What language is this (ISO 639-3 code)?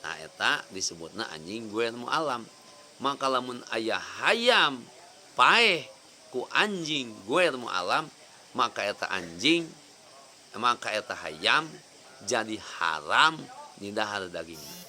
sun